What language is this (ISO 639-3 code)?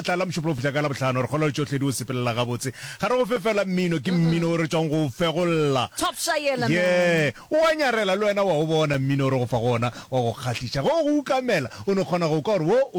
nso